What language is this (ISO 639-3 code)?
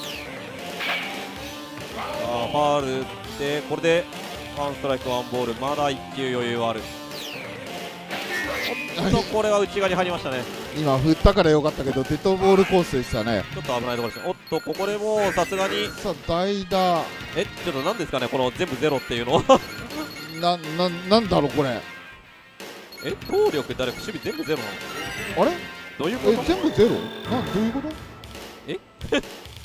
jpn